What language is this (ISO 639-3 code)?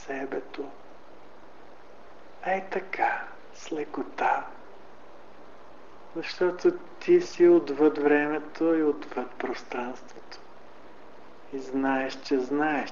bul